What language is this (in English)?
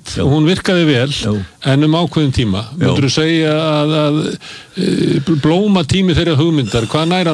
Icelandic